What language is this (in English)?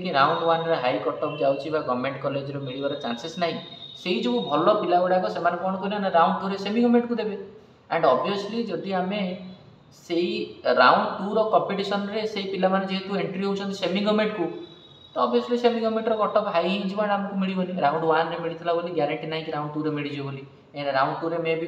Odia